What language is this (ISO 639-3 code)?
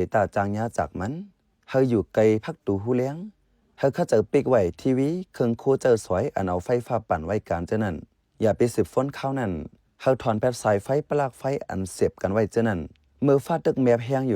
shn